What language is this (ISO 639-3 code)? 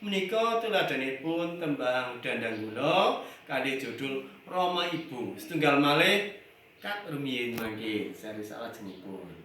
jav